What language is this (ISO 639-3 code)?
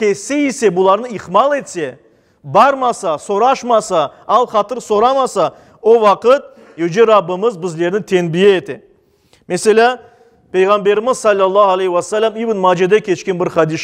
crh